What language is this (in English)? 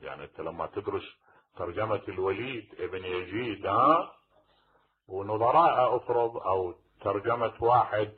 Mesopotamian Arabic